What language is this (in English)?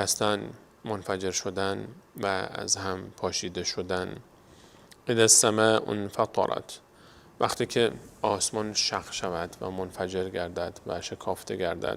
Persian